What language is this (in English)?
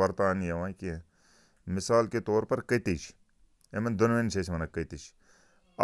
Kashmiri